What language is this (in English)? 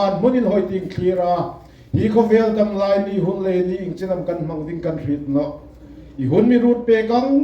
Hmar